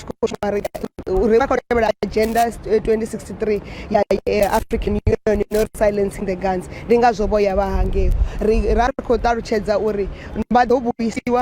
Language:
Venda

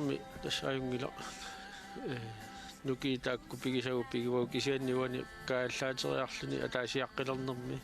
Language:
Kalaallisut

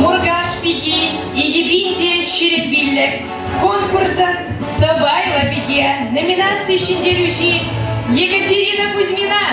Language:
Chuvash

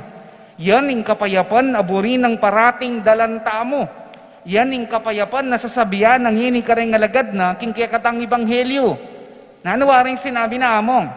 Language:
Pampanga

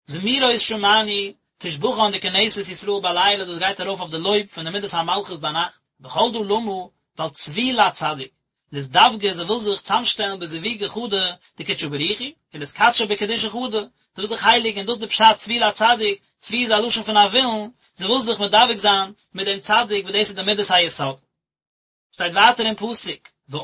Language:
Yiddish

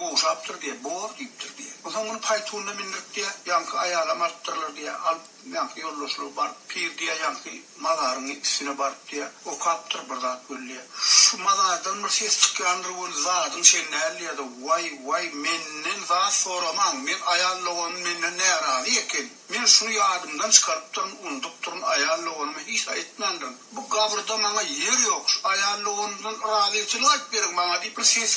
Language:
Turkmen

